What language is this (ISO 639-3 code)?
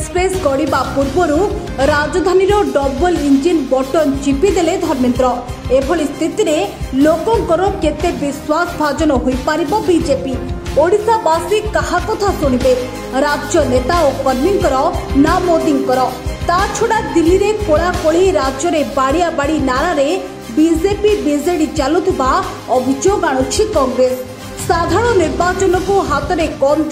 ori